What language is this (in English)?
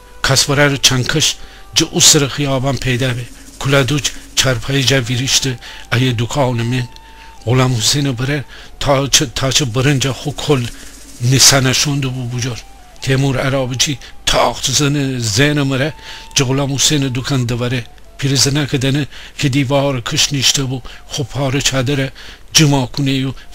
Gilaki